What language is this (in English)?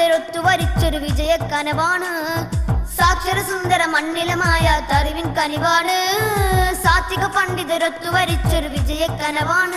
Malayalam